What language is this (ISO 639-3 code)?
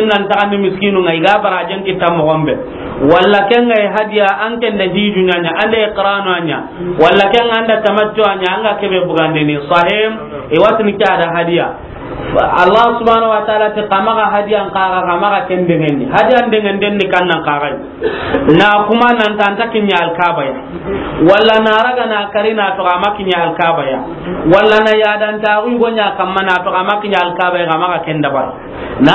snk